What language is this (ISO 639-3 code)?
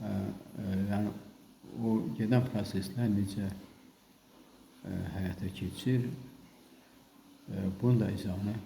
aze